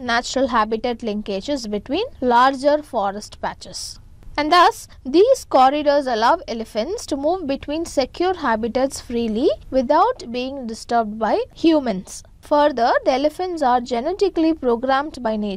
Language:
English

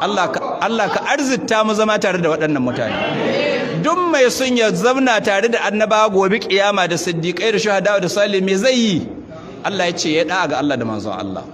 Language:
Hausa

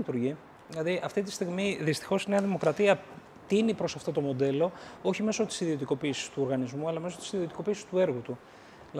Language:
Greek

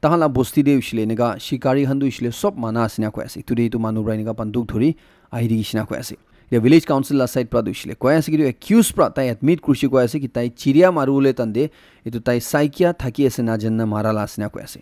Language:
Naga Pidgin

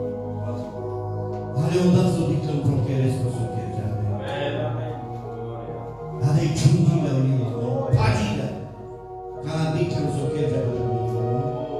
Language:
Slovak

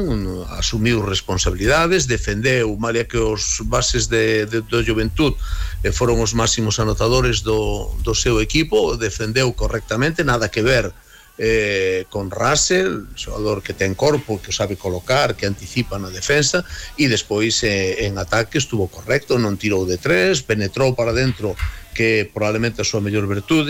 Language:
Galician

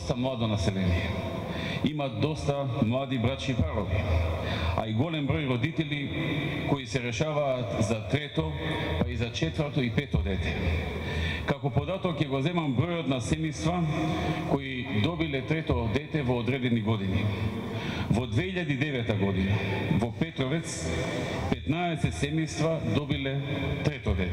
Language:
Macedonian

